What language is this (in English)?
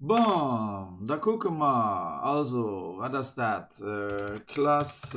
Luxembourgish